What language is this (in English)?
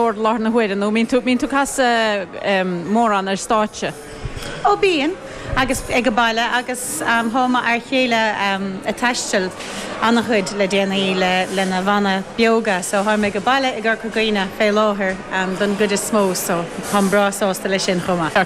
Irish